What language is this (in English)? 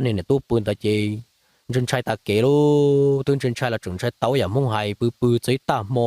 Hmong